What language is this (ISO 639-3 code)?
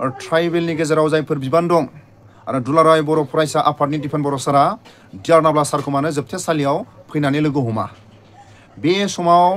brx